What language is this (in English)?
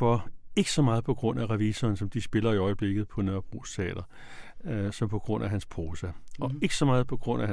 Danish